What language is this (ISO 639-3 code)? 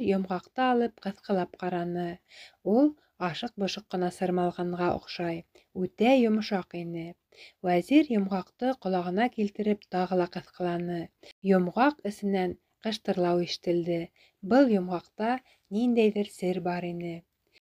bak